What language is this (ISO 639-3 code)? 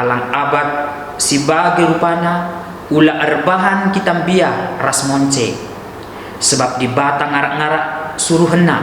btx